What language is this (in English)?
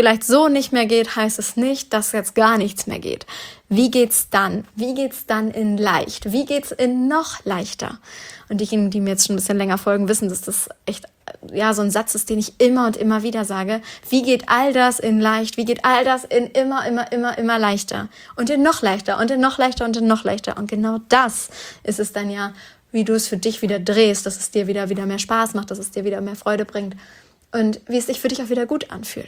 German